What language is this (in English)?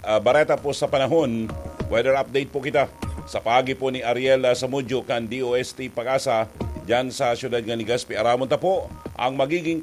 Bikol